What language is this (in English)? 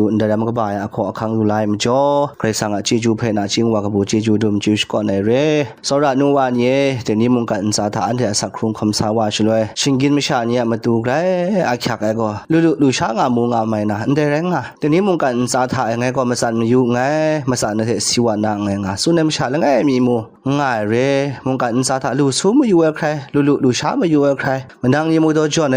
Kachin